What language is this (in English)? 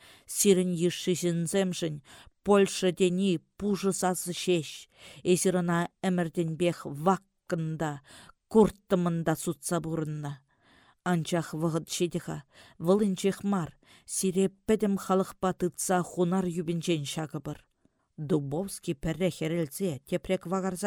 Chuvash